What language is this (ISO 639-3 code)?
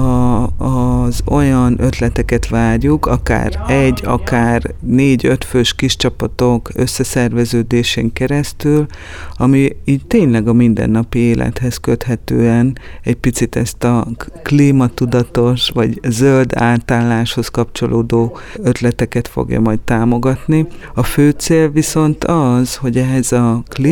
hun